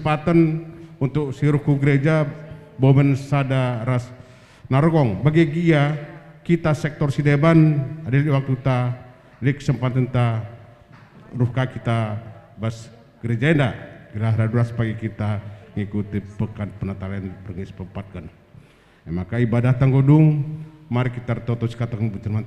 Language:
Batak Karo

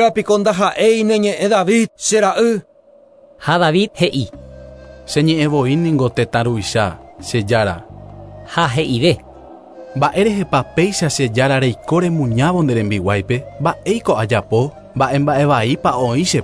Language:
Guarani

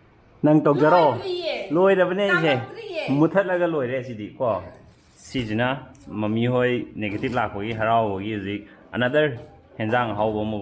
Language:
Manipuri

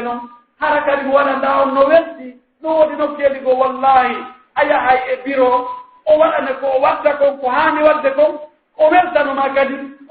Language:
Pular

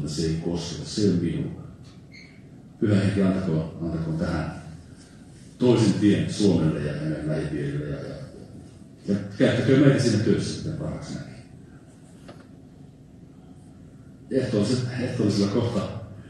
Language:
Finnish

